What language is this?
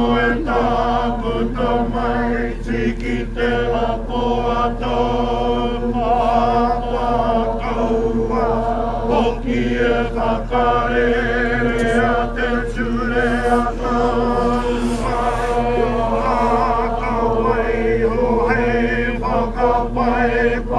Māori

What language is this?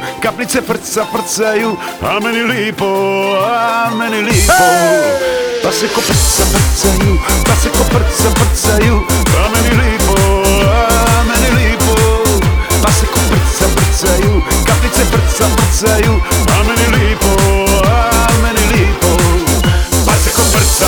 Croatian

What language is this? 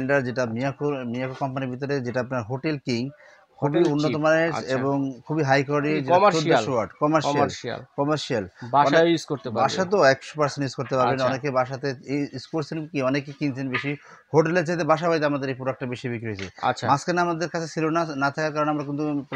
Bangla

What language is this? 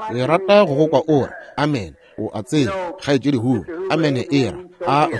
Northern Sotho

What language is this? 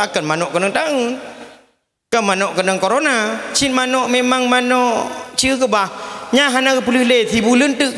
Achinese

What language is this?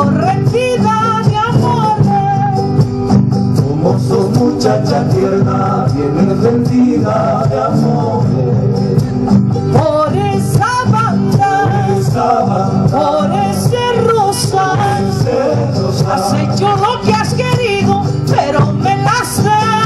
Spanish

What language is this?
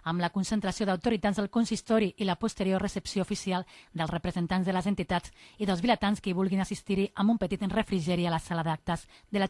Catalan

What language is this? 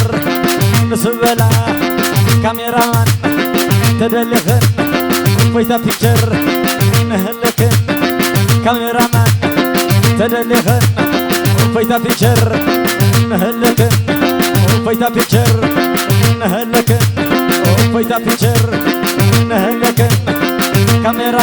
Tigrinya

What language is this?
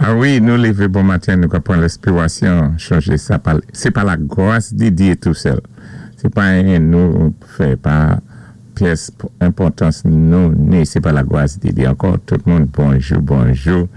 Saint Lucian Creole French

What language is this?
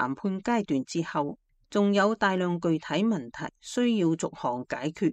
Cantonese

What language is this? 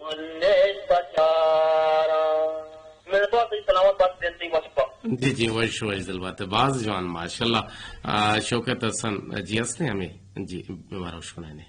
Eastern Balochi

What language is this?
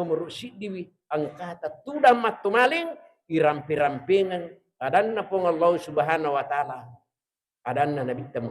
Buginese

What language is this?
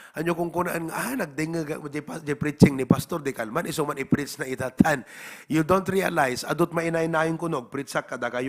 Iloko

